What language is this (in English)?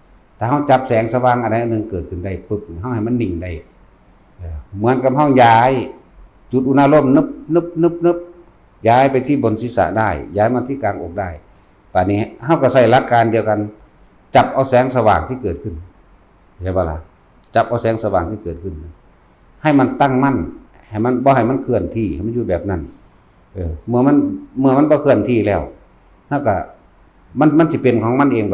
Northeastern Thai